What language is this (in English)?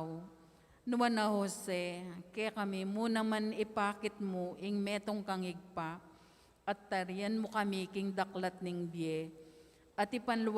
Pampanga